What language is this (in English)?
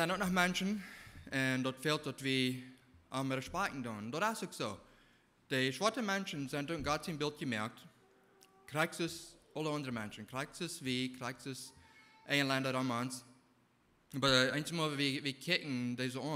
Plautdietsch